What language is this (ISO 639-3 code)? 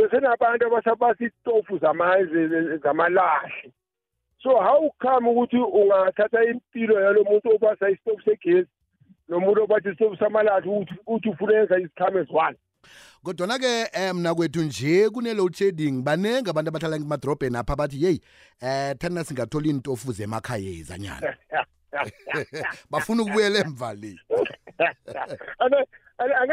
nbl